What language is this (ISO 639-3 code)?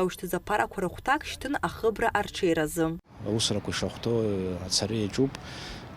abk